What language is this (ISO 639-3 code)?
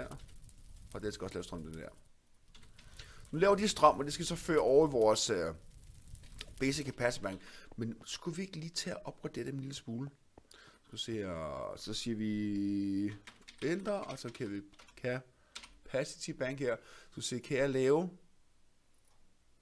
dan